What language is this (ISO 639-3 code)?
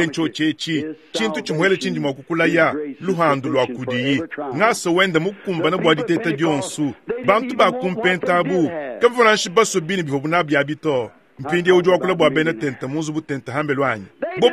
lua